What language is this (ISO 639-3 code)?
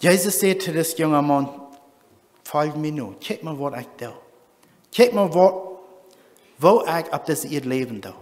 pdt